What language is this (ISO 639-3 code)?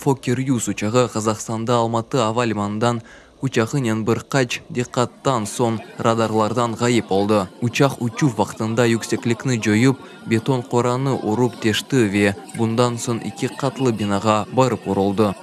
crh